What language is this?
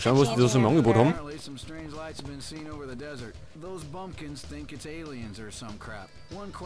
Bavarian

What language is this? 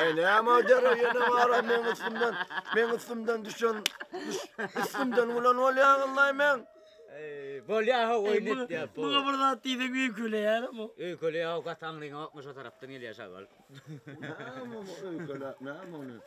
Turkmen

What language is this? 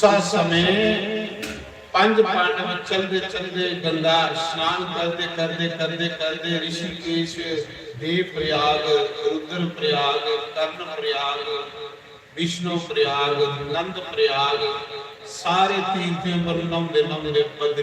Dogri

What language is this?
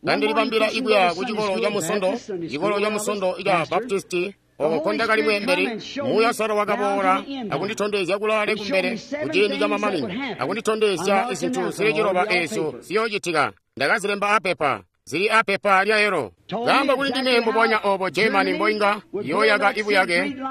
Tonga (Zambia)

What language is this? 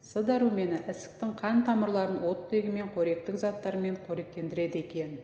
Kazakh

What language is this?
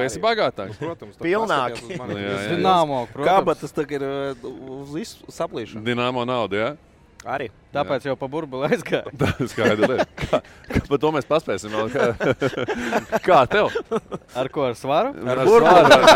Latvian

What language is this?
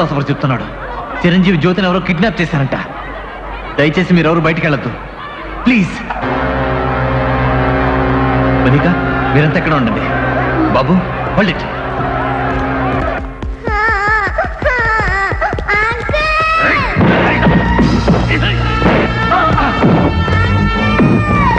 Telugu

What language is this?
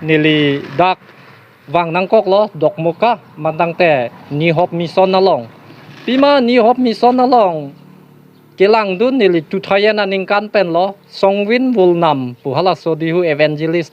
Karbi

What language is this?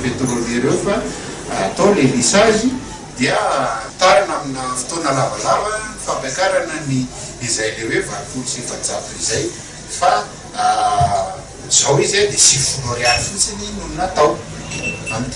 Malagasy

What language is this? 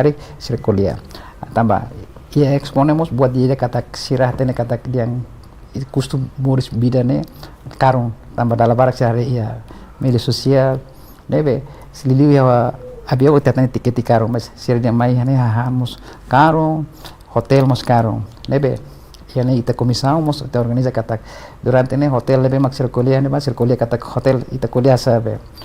Tetum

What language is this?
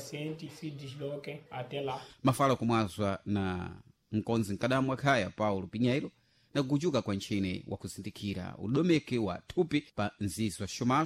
Sena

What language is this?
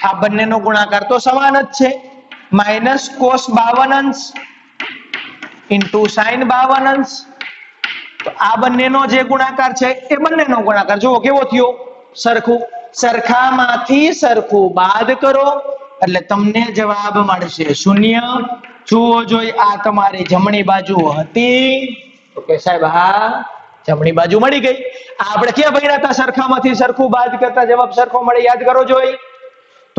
Gujarati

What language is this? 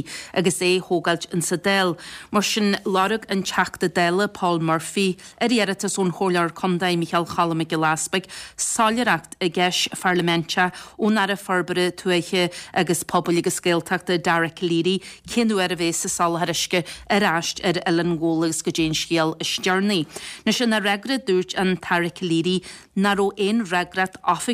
Irish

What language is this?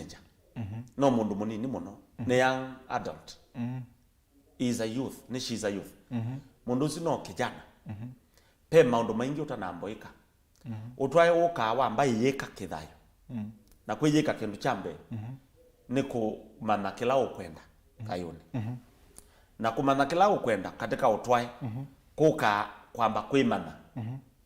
Kamba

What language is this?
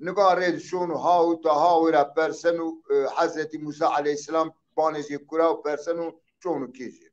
Zaza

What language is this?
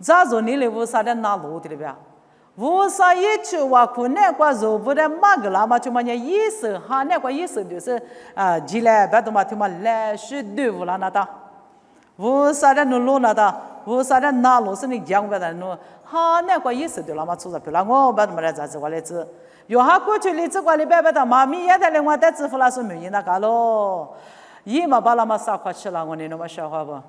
Lisu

